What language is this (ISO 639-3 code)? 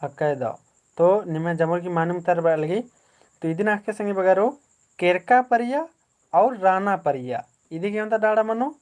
kru